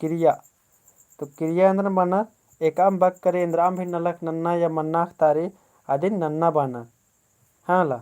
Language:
Kurukh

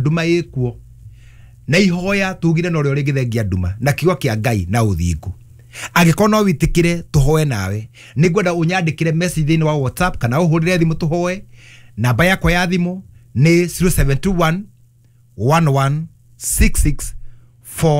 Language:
Kikuyu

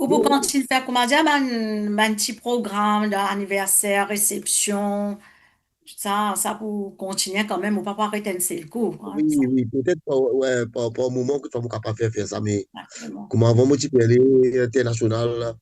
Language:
Morisyen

